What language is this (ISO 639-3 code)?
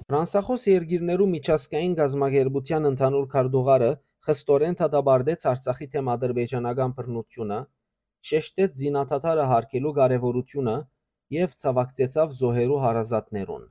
hyw